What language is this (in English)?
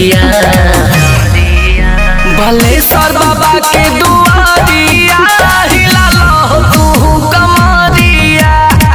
Bhojpuri